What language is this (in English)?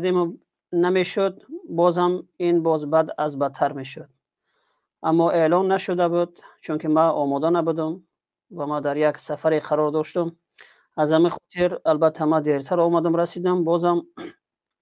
Tajik